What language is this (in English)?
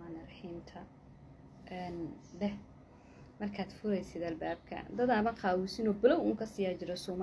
Somali